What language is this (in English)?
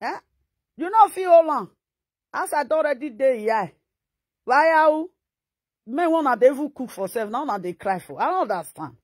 Nigerian Pidgin